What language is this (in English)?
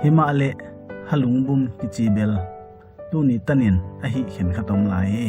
Paite Chin